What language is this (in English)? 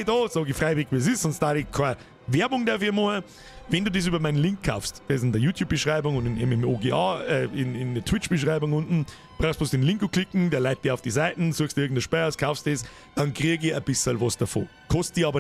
Bavarian